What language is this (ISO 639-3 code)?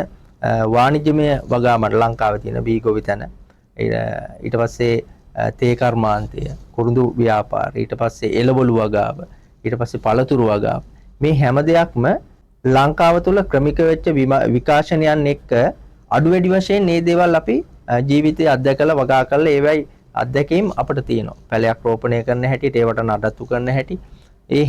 sin